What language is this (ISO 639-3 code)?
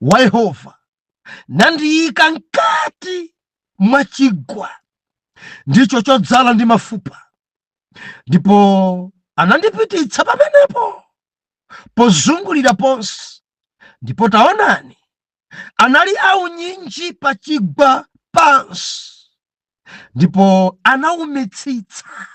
nya